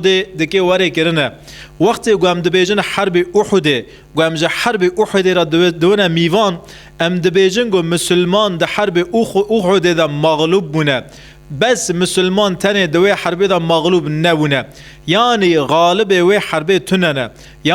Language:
Kurdish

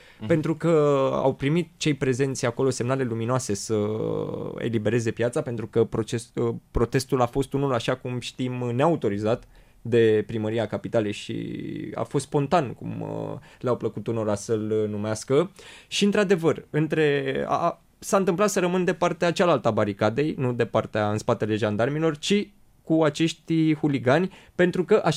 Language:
Romanian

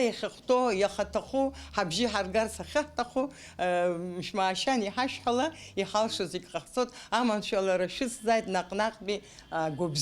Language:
Abkhazian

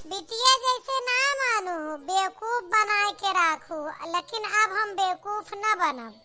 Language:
Awadhi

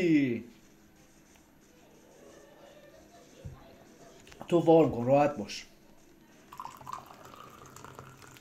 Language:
Persian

